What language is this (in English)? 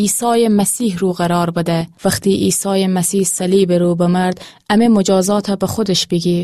Gilaki